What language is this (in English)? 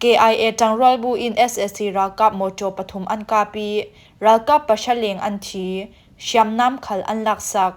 Falam Chin